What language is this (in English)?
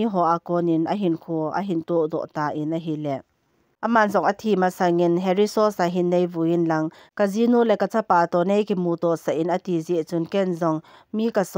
Thado Chin